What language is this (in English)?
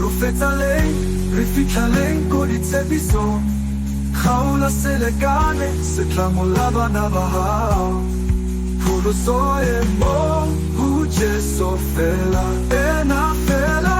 Southern Sotho